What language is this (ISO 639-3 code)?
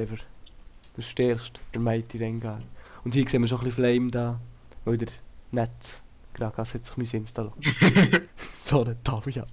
gsw